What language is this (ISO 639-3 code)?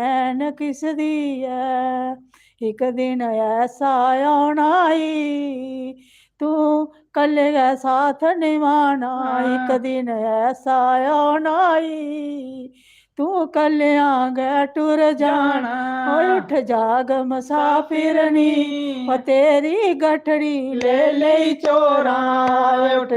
doi